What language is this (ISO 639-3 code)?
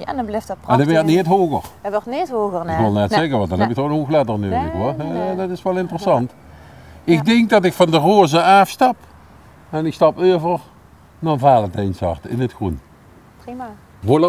lim